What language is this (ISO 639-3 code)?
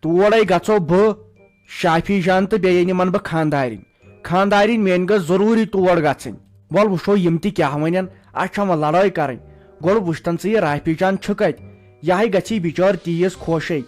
kas